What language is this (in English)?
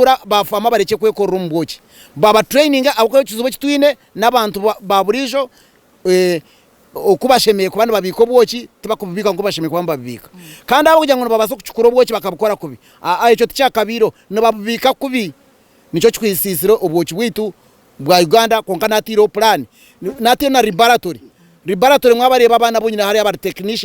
Nyankole